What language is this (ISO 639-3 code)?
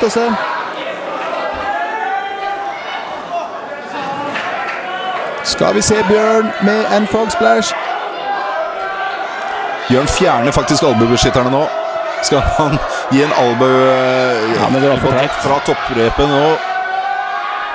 nor